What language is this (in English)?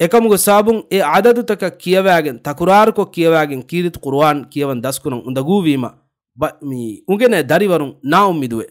Divehi